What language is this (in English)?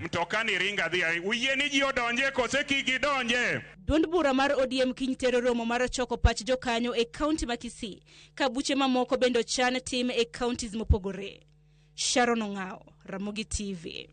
Luo (Kenya and Tanzania)